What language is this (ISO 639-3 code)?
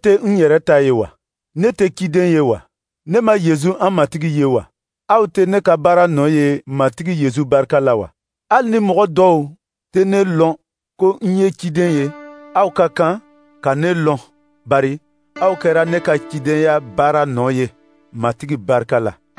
dyu